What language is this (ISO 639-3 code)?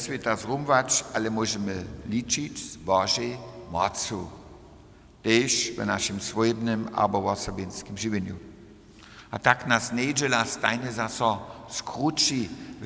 hsb